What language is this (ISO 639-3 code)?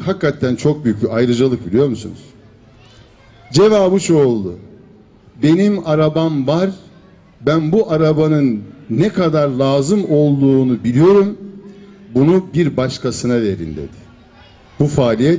tur